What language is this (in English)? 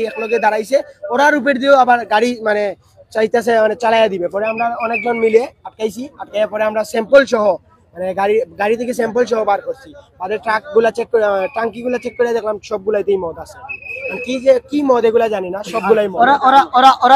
Sylheti